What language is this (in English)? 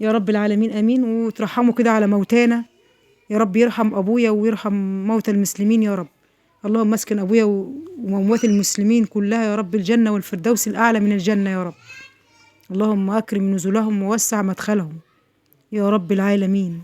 Egyptian Arabic